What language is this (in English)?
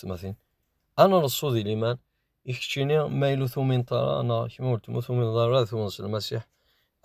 Kabyle